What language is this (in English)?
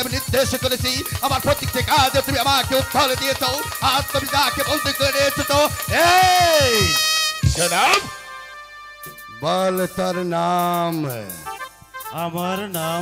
Bangla